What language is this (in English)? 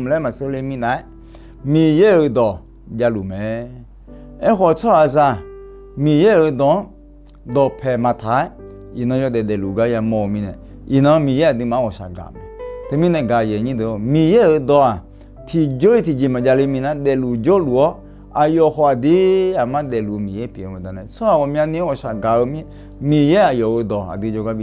Akha